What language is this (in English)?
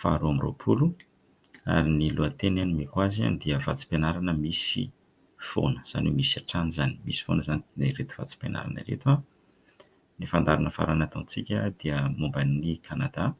Malagasy